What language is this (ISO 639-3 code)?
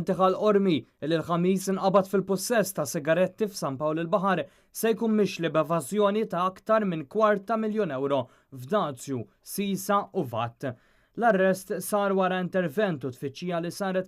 mlt